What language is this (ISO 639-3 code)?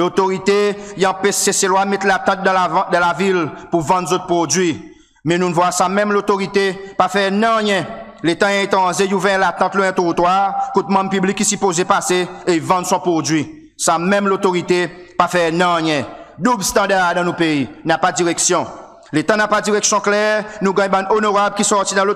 crs